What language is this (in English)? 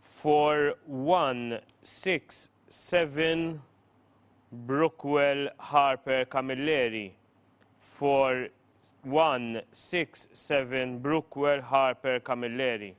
English